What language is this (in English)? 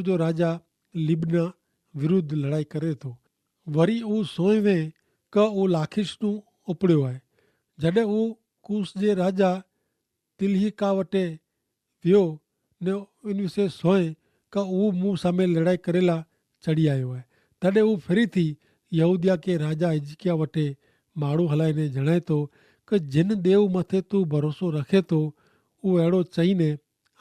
Kachhi